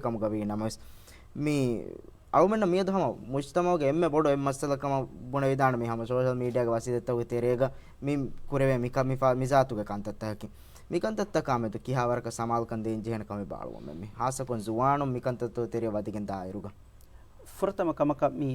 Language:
Divehi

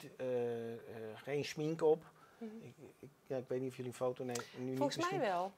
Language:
Dutch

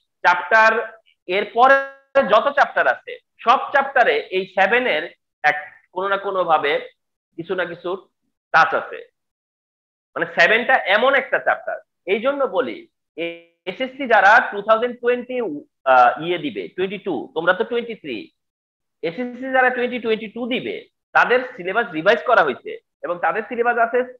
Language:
Bangla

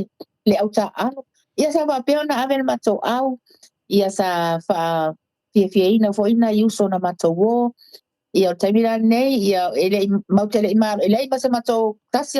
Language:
Samoan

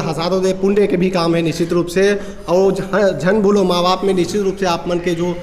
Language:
Chhattisgarhi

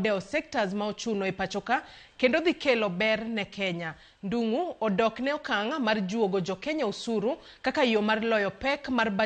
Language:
Luo (Kenya and Tanzania)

